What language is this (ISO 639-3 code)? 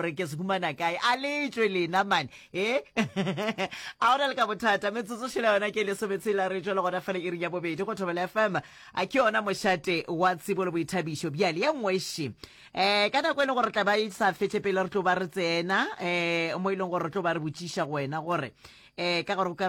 nso